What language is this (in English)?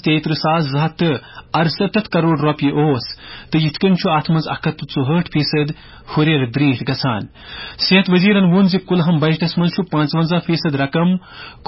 Kashmiri